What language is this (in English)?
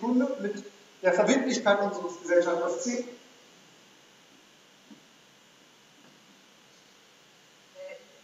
German